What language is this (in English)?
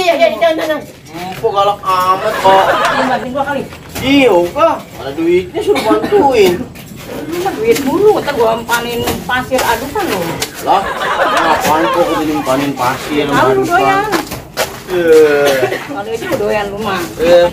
Betawi